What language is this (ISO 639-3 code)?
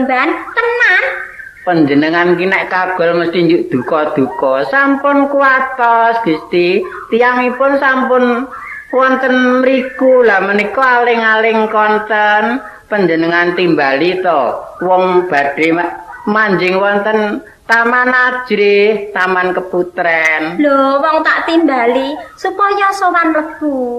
jav